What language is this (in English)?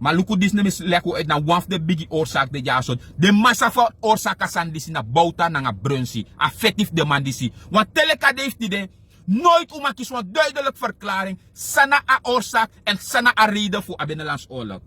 Sranan Tongo